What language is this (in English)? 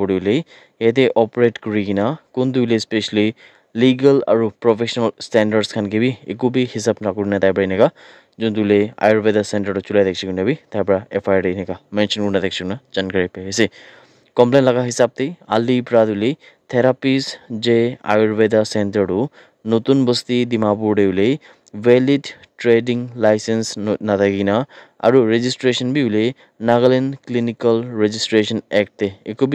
Naga Pidgin